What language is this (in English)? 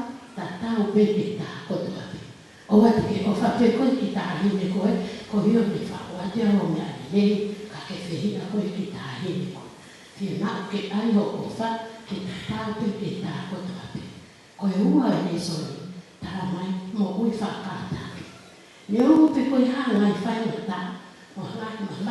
Tongan